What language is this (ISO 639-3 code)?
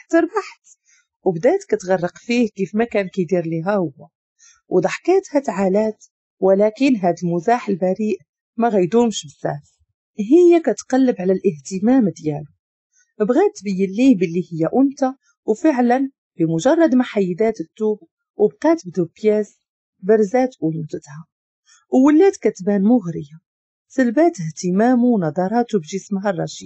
ary